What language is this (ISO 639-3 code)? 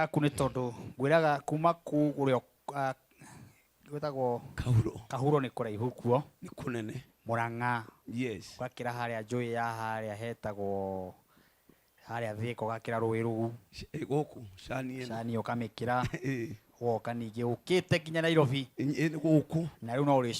kik